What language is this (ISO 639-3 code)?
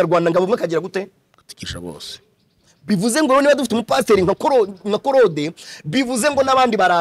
kin